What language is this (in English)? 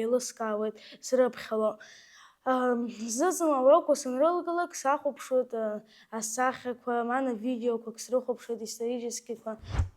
Abkhazian